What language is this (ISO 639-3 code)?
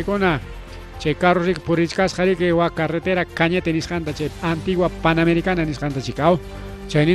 quy